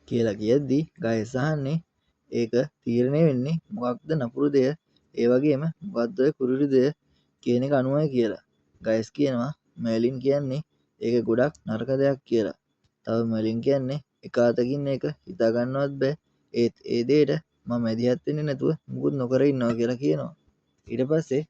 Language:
Sinhala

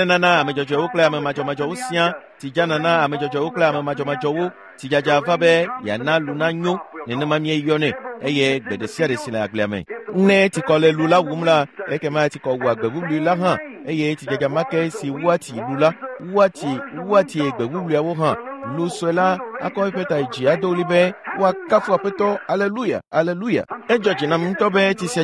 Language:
Ewe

